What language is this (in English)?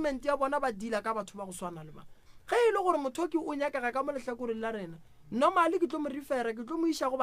Northern Sotho